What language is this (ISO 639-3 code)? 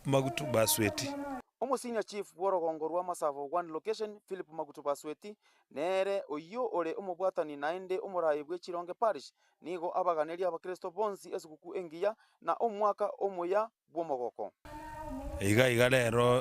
guz